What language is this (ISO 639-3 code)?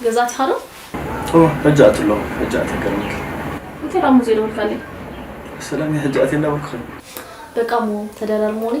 tir